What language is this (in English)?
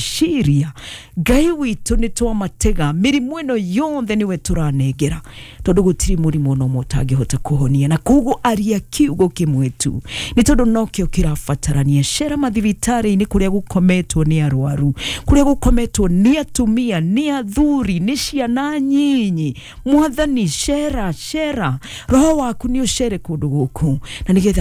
Kikuyu